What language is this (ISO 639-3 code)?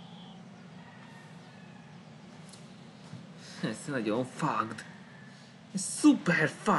hun